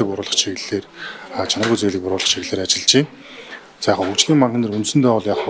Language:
Mongolian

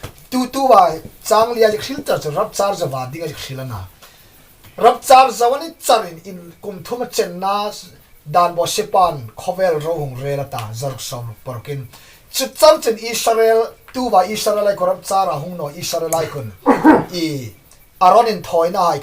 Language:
Hmar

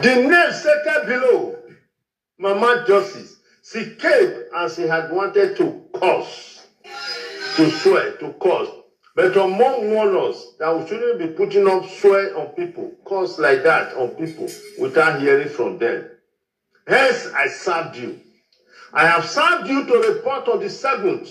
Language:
Nigerian Pidgin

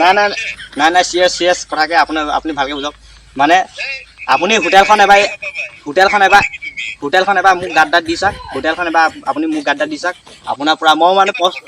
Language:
Assamese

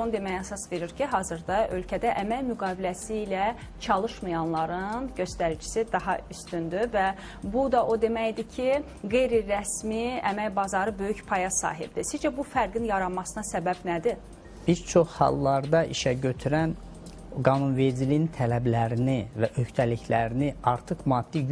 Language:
Azerbaijani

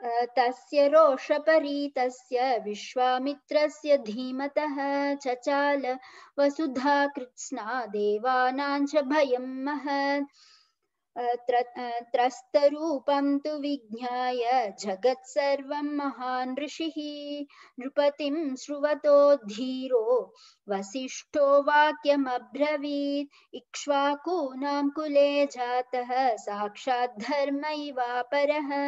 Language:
Sanskrit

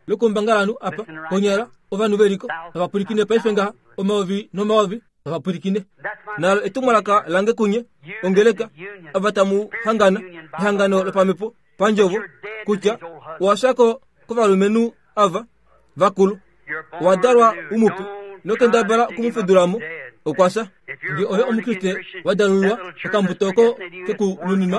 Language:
Kuanyama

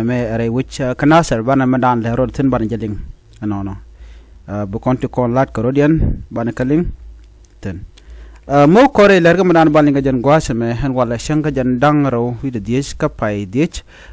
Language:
Nuer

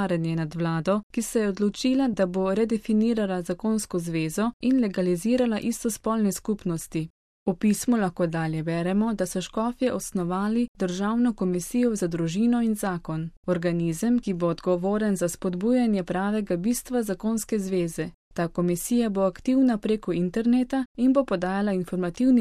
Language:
Slovenian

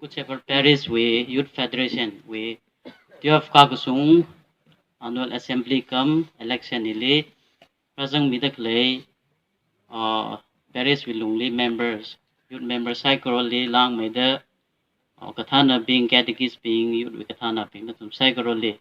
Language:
Tangkhul Naga (India)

